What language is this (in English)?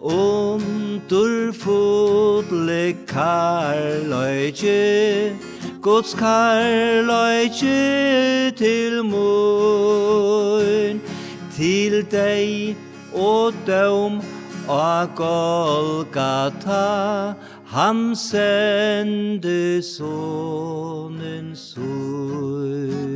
Faroese